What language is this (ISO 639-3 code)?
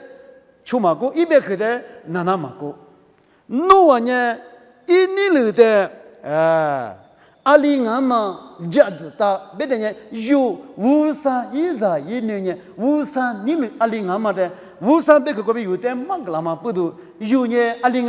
lis